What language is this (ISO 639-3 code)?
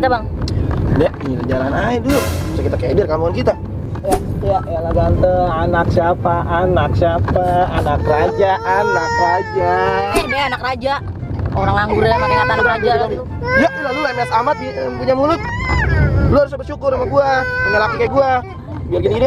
bew